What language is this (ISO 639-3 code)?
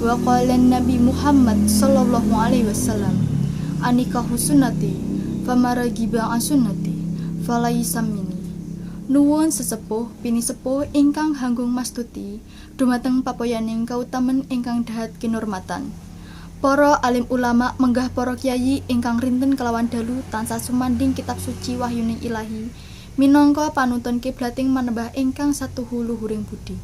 jav